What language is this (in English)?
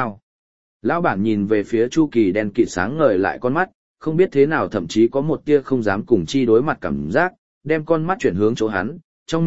Vietnamese